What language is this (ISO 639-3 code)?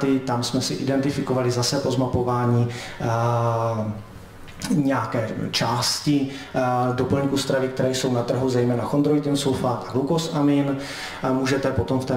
ces